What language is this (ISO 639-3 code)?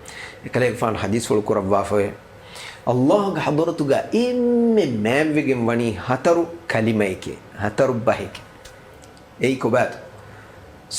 div